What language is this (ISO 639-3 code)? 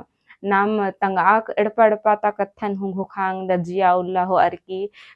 kru